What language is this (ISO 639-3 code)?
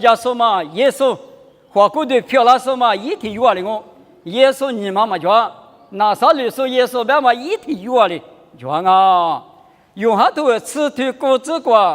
lis